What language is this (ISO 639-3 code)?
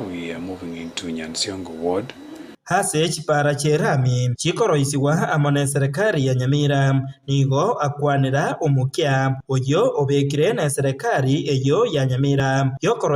guz